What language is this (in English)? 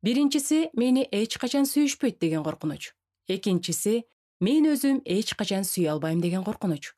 Kyrgyz